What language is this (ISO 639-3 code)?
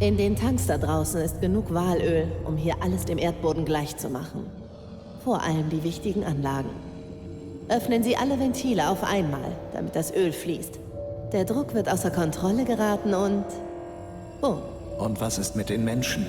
bar